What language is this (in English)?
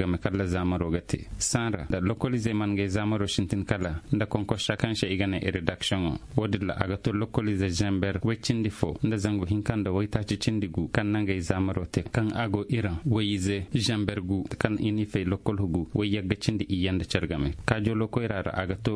Koyraboro Senni